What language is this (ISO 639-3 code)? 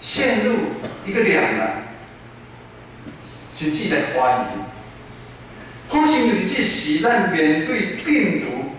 nan